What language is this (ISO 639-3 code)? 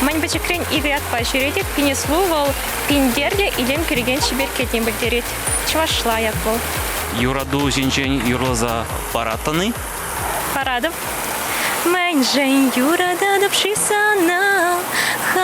chv